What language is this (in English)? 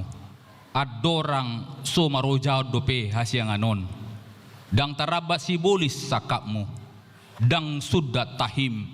Batak Toba